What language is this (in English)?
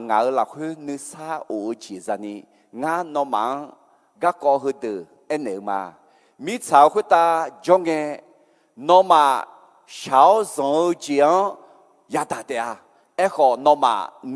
Akha